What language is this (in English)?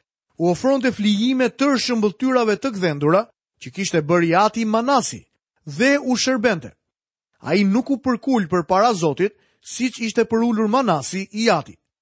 Albanian